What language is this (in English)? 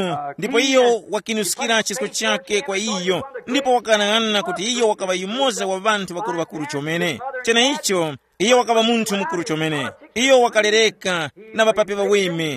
Tumbuka